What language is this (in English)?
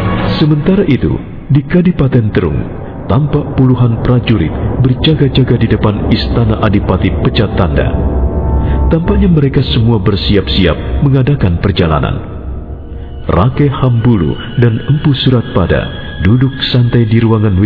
Indonesian